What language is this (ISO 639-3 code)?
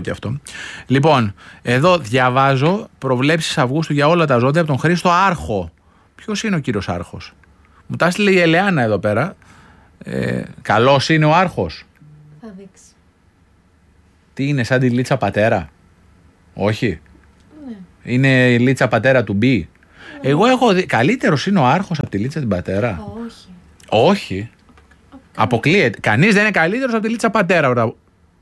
ell